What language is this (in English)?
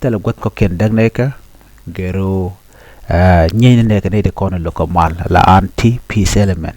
Nuer